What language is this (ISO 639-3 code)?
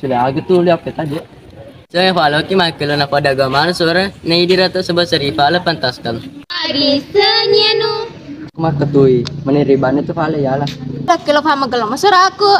bug